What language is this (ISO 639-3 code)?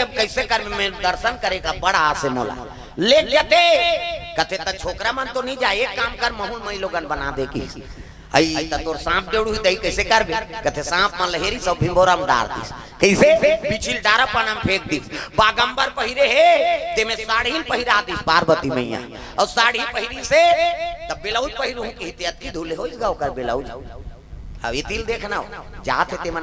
hne